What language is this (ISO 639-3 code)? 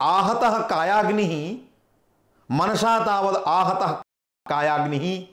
san